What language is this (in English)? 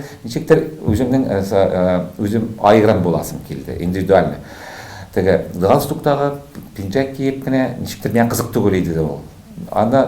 Tatar